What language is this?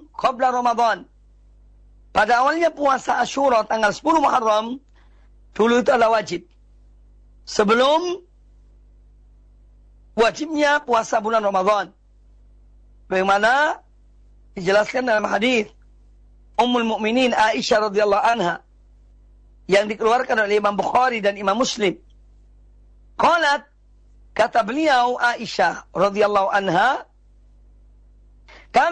Indonesian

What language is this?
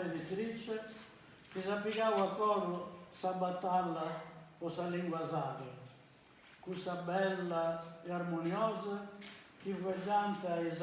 Sardinian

